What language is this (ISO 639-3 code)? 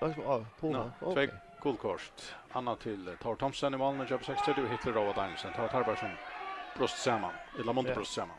fao